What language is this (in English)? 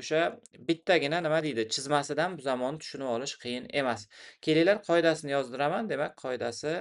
Uzbek